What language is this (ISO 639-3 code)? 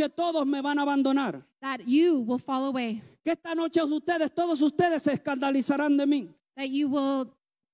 spa